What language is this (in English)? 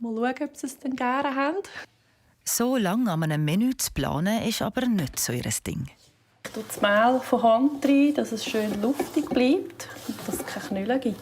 Swiss German